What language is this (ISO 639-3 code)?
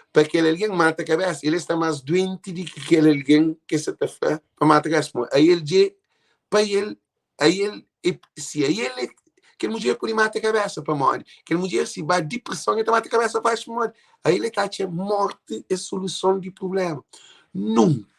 kea